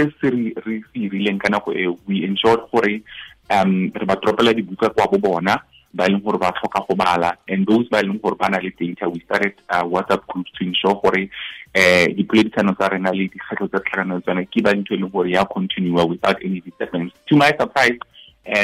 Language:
Tswana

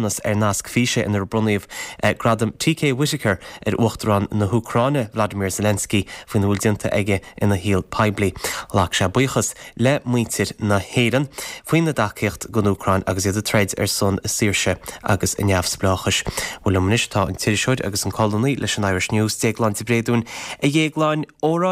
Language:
Irish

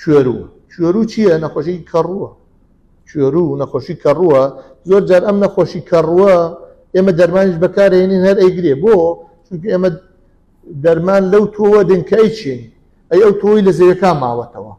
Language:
Central Kurdish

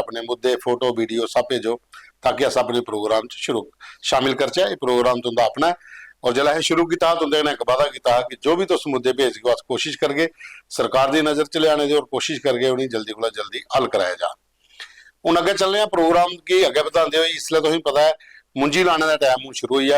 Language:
Dogri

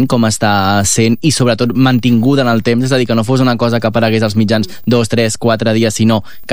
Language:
Catalan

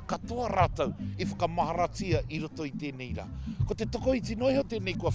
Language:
Māori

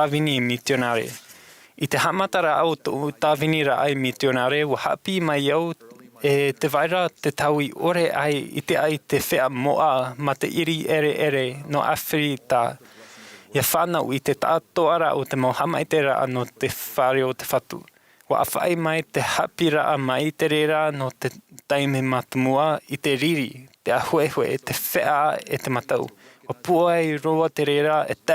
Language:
Tahitian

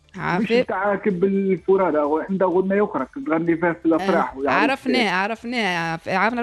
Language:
Tunisian Arabic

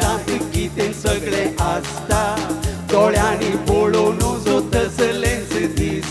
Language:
Konkani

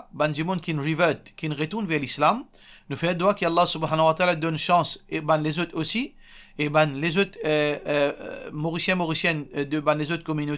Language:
Morisyen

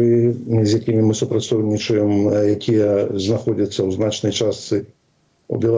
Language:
Belarusian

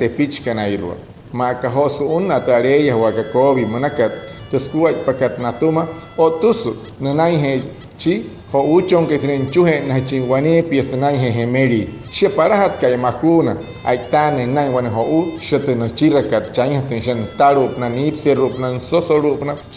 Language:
Wayuu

